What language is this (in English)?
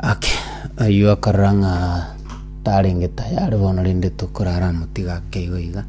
Gusii